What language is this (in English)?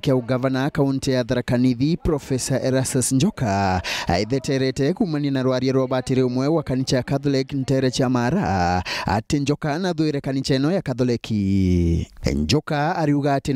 Meru